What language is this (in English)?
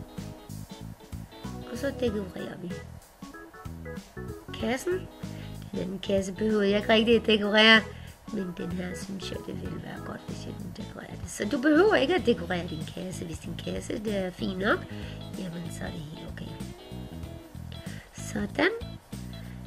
Danish